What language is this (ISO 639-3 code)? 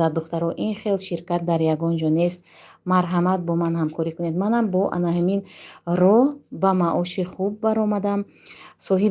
tgk